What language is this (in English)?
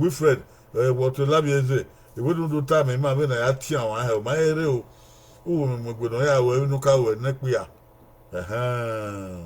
Bini